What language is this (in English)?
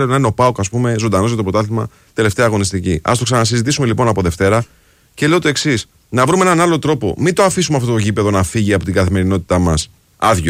Greek